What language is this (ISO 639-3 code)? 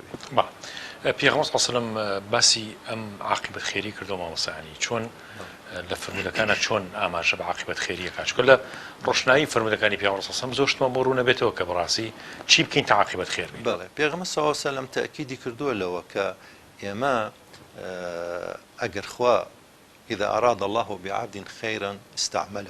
ckb